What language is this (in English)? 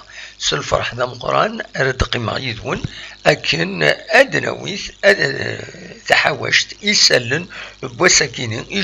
Kabyle